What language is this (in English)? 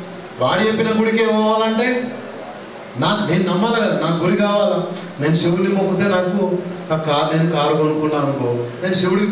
Telugu